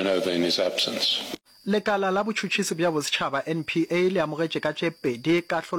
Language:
Northern Sotho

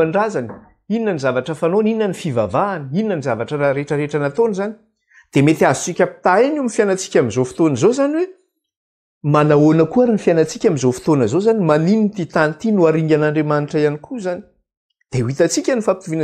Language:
Malagasy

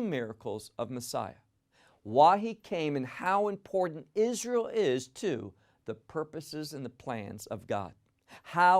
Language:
English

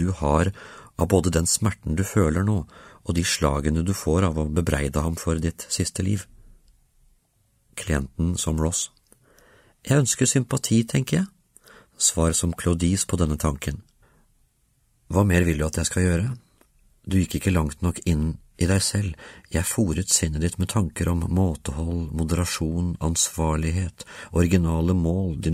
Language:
Norwegian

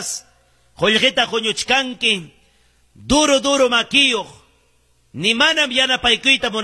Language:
Ayacucho Quechua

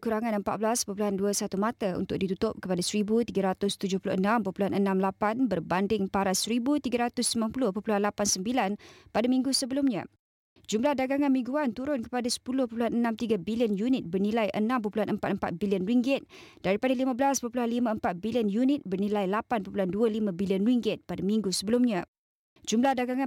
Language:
Malay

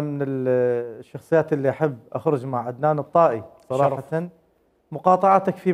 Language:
Mesopotamian Arabic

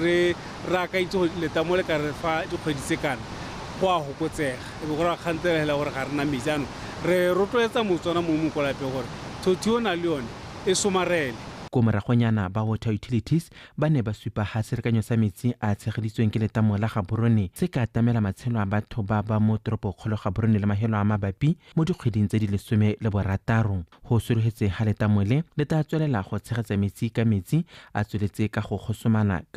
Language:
Tswana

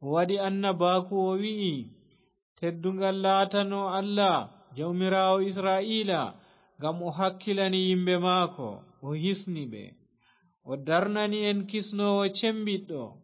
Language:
Fula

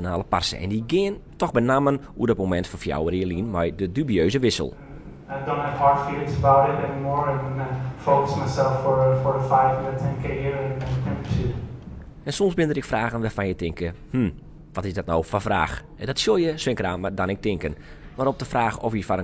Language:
Western Frisian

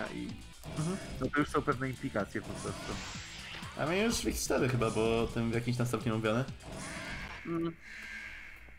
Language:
Polish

